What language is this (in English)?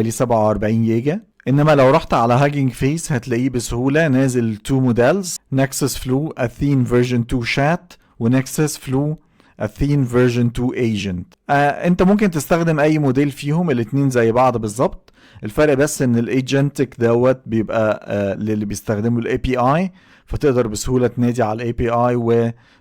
Egyptian Arabic